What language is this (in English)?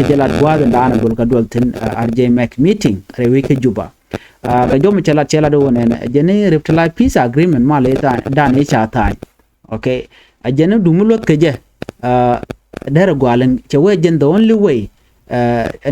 Nuer